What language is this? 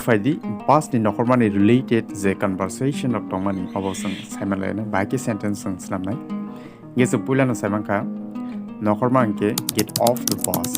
Kok Borok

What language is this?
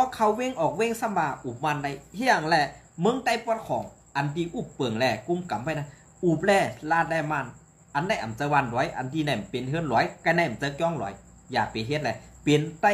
Shan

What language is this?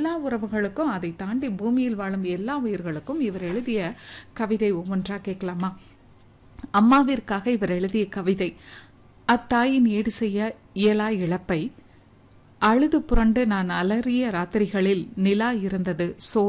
Tamil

